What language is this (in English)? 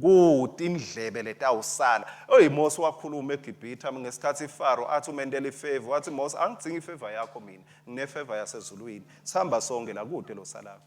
Swati